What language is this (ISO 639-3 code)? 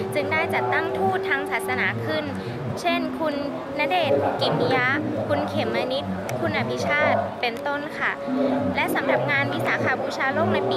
tha